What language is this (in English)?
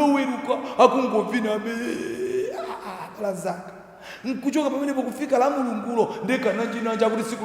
Nyanja